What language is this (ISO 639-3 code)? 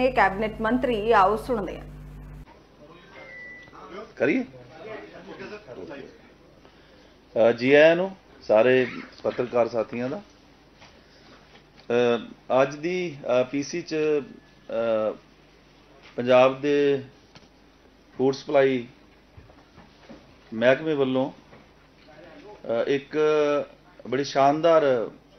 pan